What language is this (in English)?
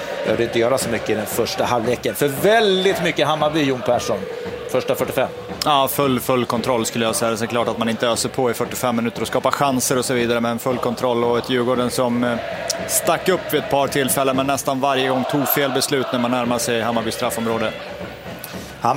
Swedish